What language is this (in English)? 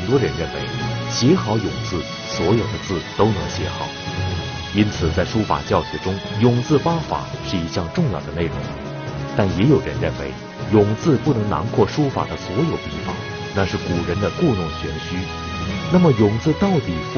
Chinese